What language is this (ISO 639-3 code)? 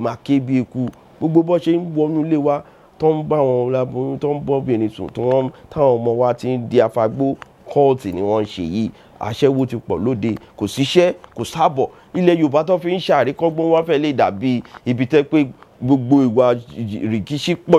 yor